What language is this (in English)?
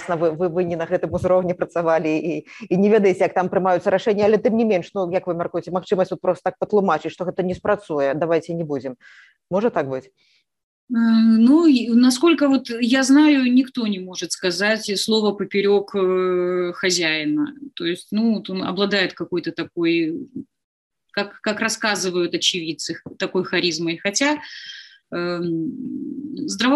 Belarusian